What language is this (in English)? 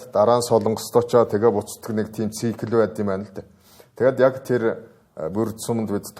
Mongolian